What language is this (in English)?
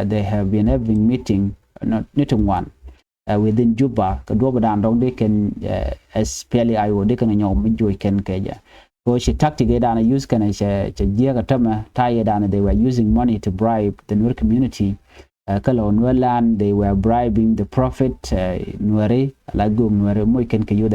Nuer